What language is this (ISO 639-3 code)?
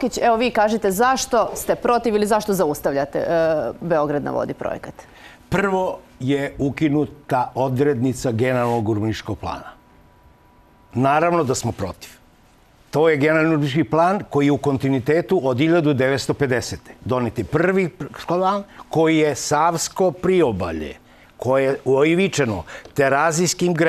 srp